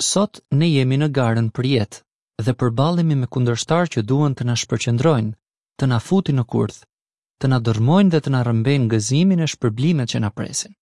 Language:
Albanian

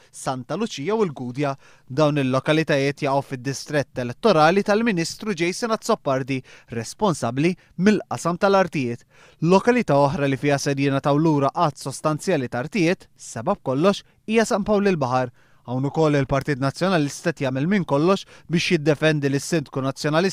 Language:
Maltese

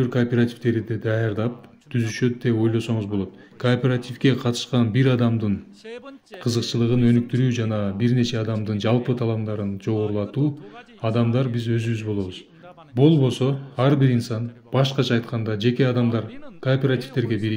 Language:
Kyrgyz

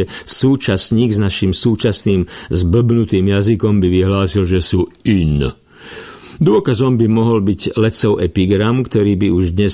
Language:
Slovak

